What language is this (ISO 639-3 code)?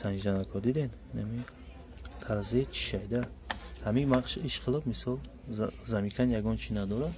tgk